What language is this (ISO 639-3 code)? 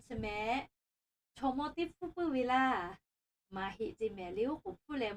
lhu